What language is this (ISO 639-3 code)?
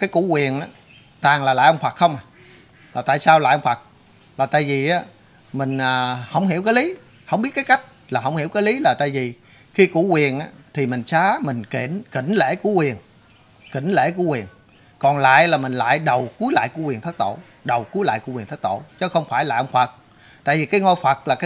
vie